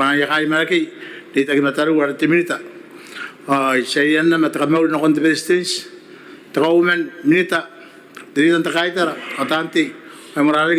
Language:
Gilbertese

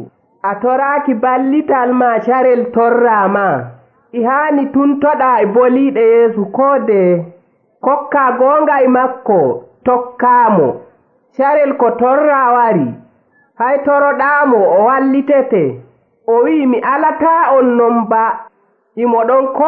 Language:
Nigerian Fulfulde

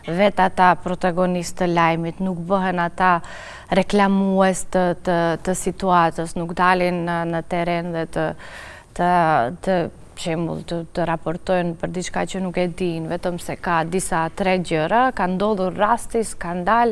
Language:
Albanian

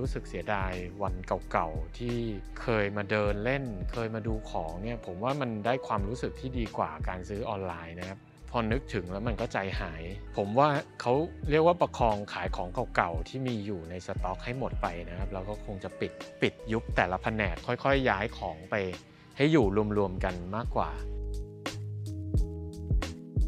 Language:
Thai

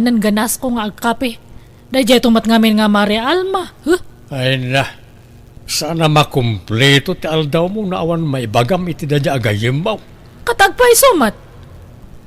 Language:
Iloko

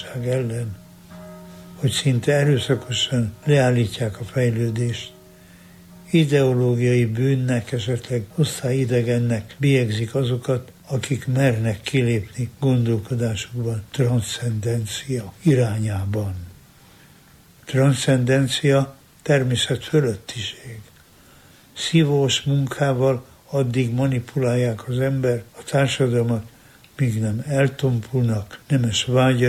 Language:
Hungarian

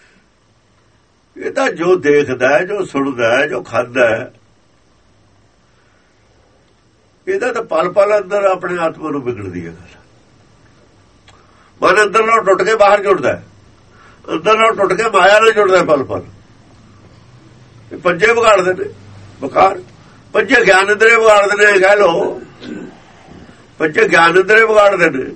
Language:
Punjabi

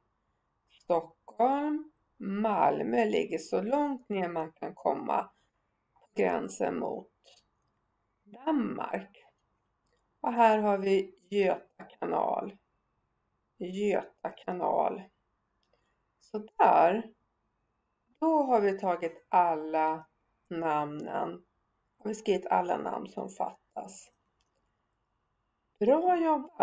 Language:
Swedish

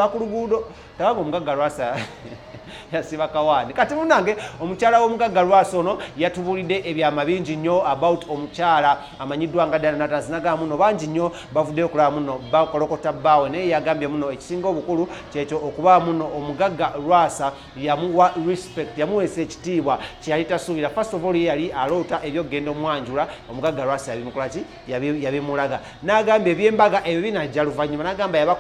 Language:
Ganda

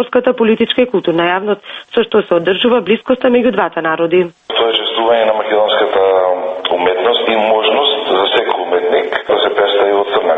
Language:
Macedonian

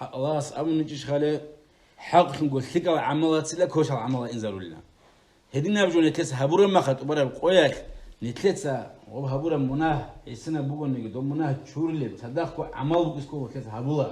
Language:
Avaric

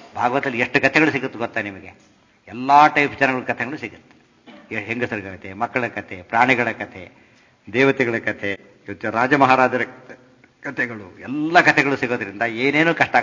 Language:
Kannada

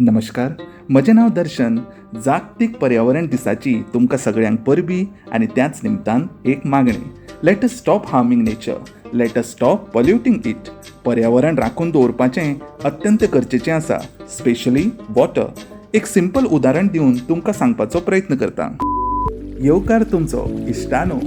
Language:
Konkani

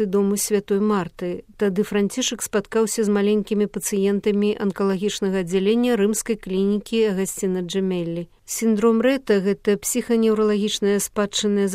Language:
Belarusian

